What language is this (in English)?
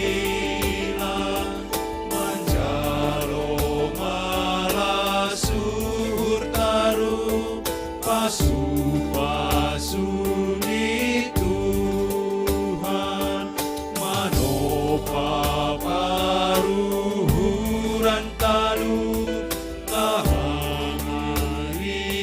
Batak Simalungun